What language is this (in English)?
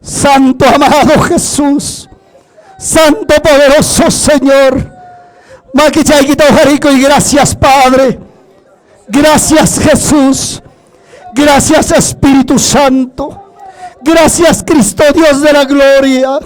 Ayacucho Quechua